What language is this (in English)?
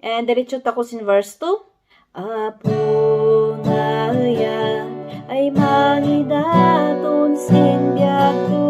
Kankanaey